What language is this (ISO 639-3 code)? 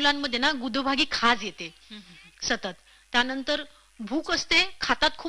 mar